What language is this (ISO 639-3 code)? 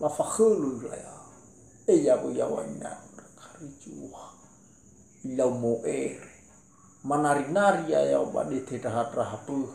nia